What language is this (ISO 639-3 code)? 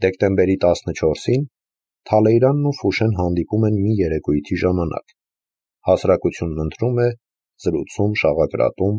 hye